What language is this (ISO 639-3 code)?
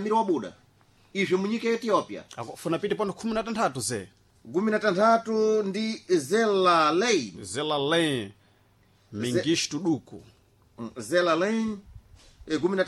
seh